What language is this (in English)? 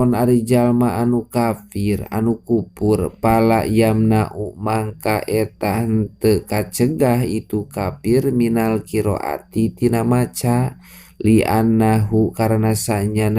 Sundanese